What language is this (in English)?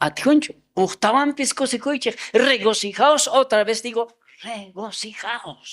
South Bolivian Quechua